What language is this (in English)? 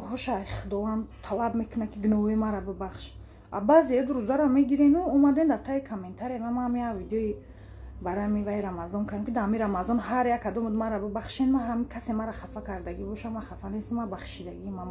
Tajik